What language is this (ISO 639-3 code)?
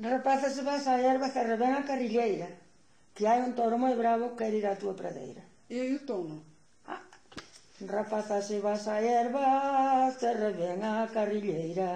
glg